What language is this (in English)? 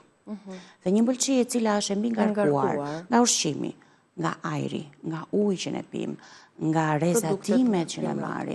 Albanian